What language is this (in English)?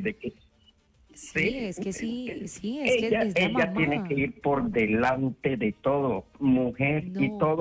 Spanish